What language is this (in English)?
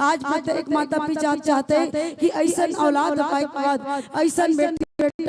Chhattisgarhi